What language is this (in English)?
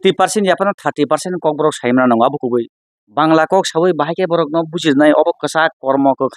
Kok Borok